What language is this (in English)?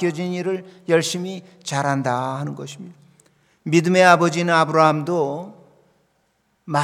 Korean